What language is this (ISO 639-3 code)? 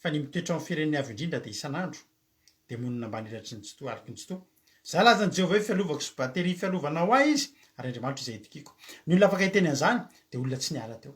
mlg